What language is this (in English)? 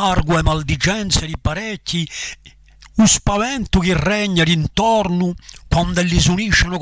Corsican